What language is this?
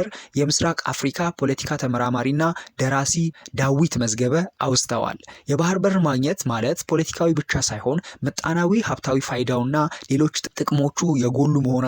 Amharic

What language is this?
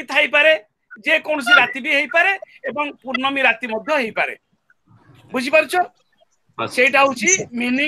Odia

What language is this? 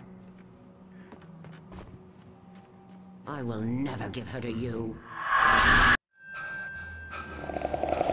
Hungarian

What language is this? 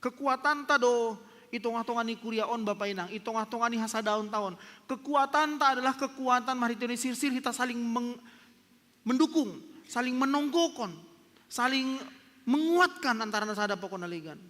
Batak Simalungun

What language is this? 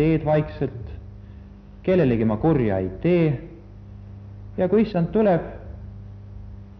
Estonian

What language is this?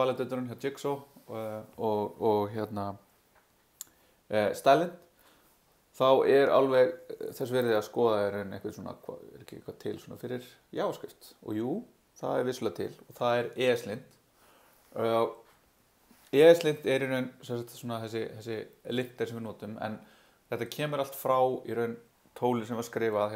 Icelandic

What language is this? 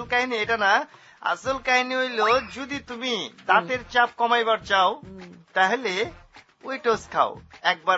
Bangla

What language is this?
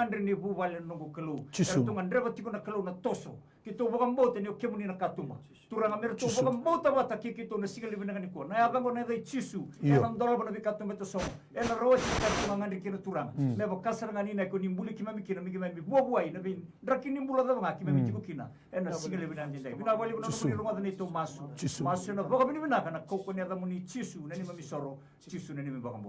Fijian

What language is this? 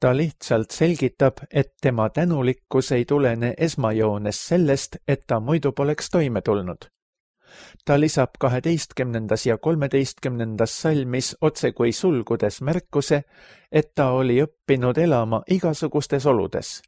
Estonian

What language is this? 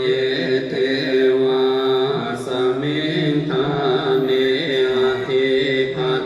Pali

